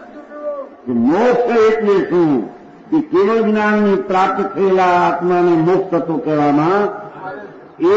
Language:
Gujarati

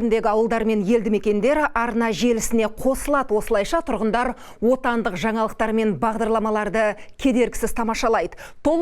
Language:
Kazakh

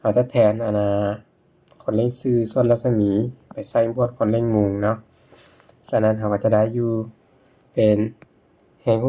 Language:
Lao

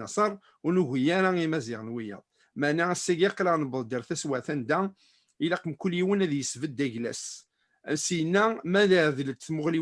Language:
Kabyle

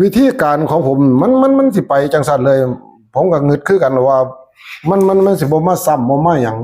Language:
Northeastern Thai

